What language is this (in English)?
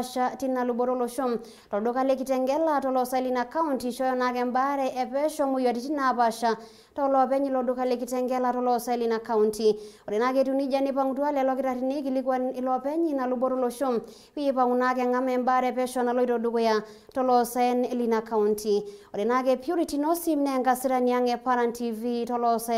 Masai